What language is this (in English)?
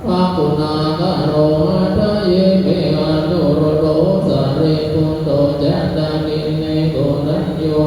Pali